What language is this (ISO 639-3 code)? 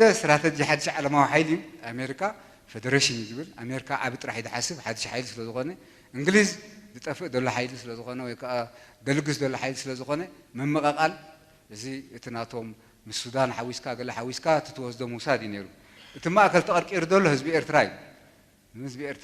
tir